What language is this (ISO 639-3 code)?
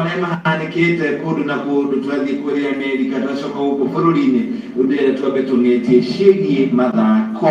kik